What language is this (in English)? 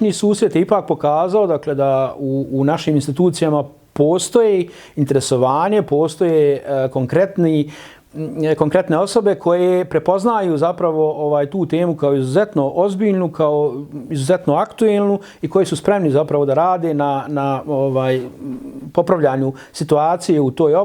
Bosnian